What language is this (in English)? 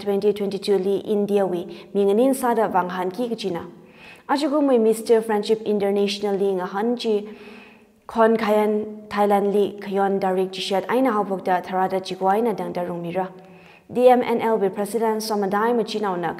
Tangkhul Naga (India)